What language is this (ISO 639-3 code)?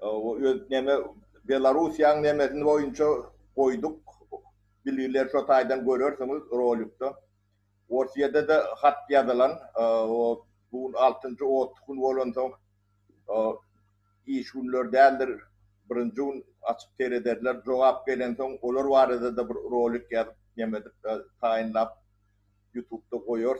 tuk